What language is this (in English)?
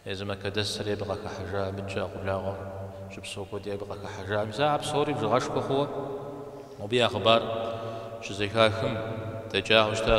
Kabardian